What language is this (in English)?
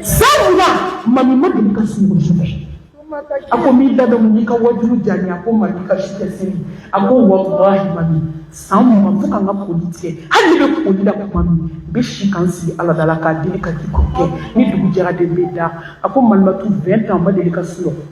Bambara